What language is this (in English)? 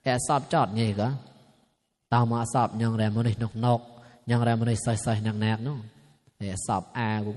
Mon